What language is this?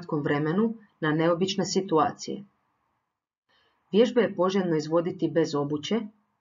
Croatian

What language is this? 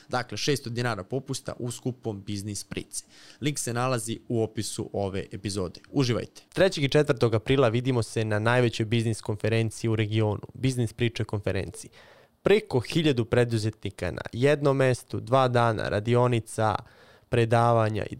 Serbian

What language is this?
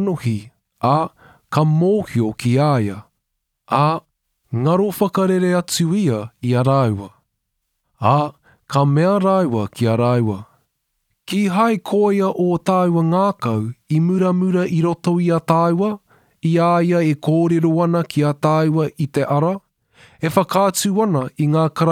Māori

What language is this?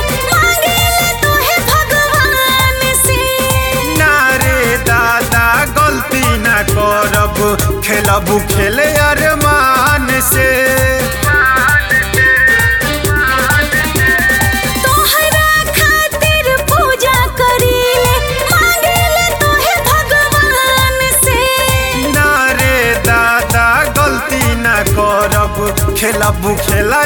Bhojpuri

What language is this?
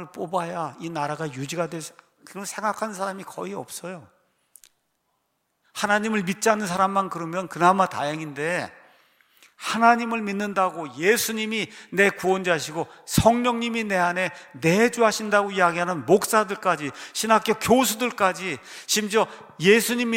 Korean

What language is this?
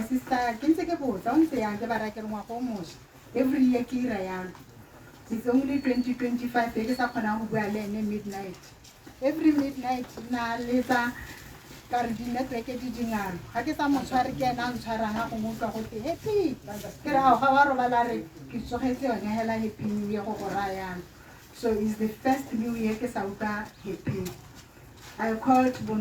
Tswana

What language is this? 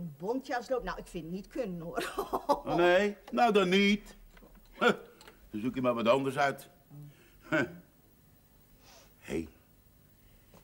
Dutch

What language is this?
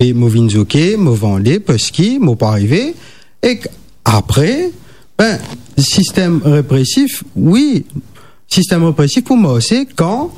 Morisyen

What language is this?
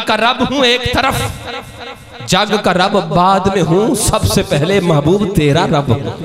Urdu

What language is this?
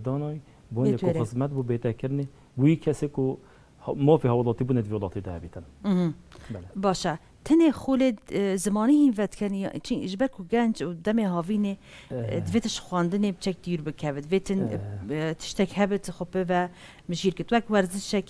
Kurdish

